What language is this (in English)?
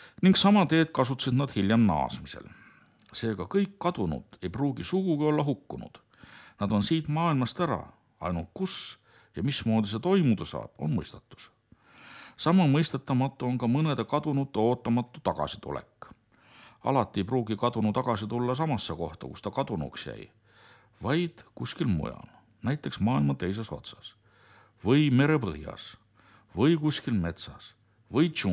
Estonian